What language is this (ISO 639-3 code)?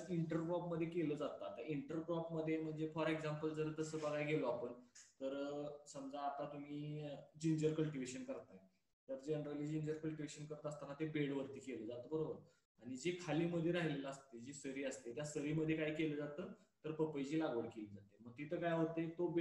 mar